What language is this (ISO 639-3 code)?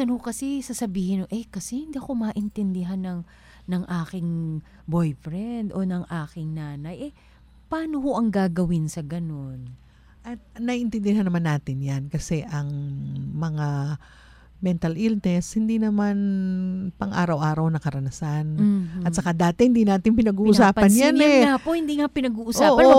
fil